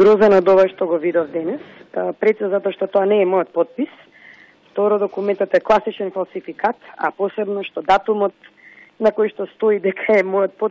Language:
Macedonian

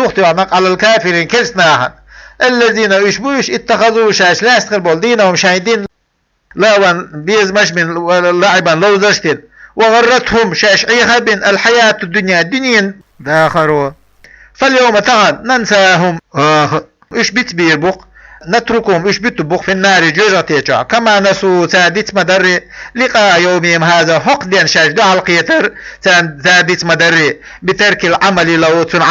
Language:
Chechen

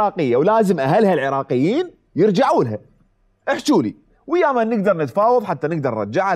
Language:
Mesopotamian Arabic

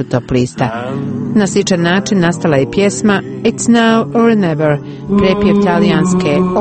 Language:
Croatian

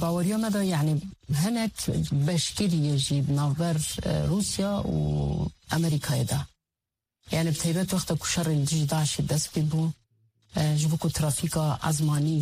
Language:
Kurdish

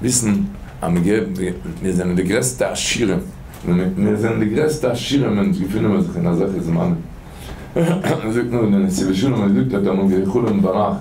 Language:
Yiddish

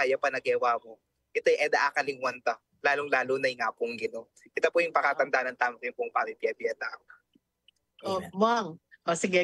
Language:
Pampanga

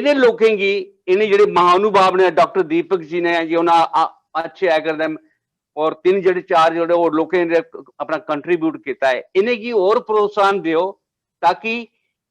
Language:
Dogri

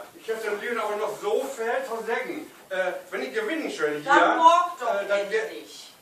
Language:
Low German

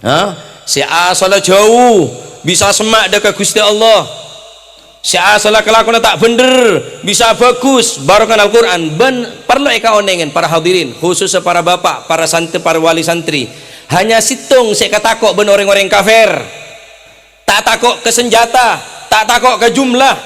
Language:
Madurese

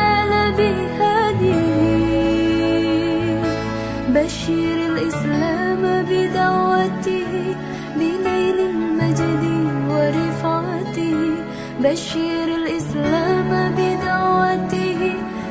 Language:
Arabic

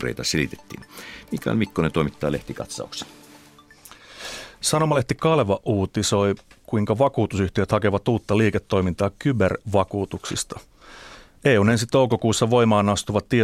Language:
Finnish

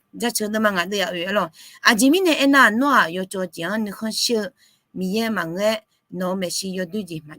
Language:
Akha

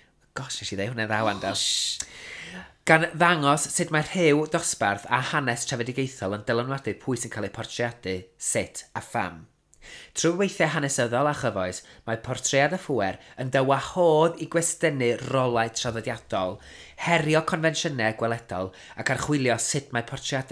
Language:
Welsh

